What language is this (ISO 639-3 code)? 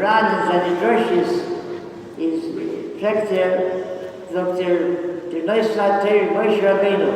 yid